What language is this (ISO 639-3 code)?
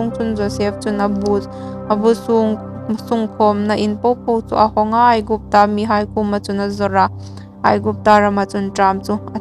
hmr